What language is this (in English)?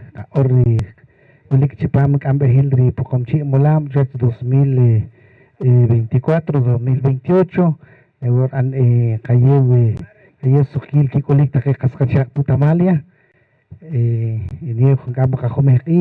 Poqomchi'